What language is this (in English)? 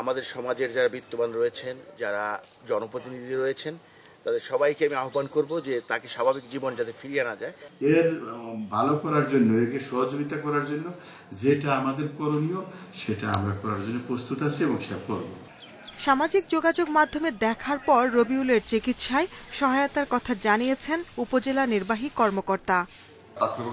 Bangla